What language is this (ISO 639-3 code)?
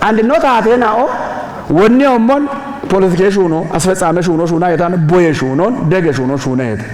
kbr